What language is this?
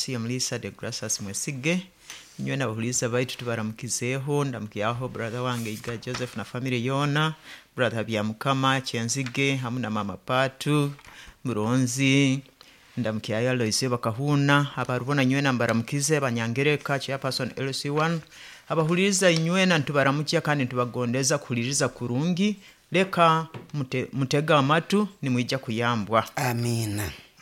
Nyoro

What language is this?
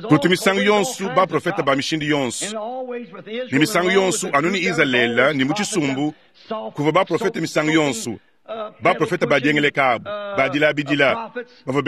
Luba-Lulua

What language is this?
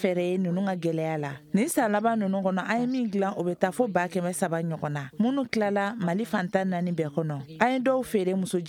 Bambara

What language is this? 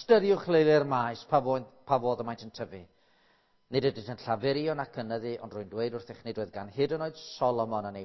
Welsh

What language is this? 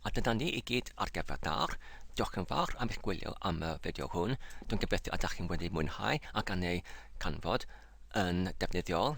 Welsh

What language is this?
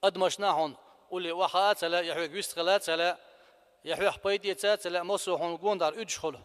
Chechen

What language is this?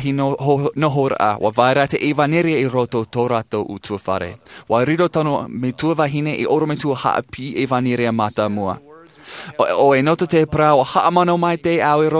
Tahitian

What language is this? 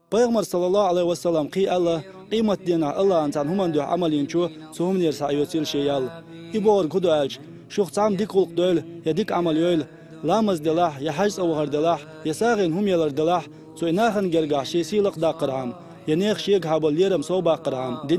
Chechen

